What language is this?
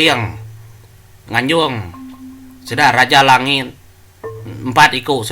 Iban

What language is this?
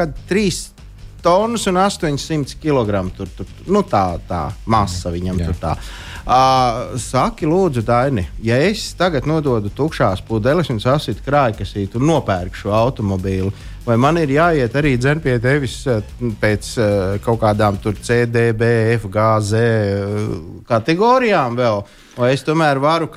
Latvian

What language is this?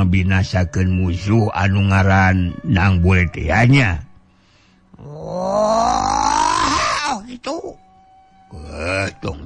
Sundanese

